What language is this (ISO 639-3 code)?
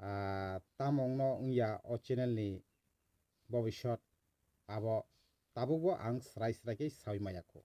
trp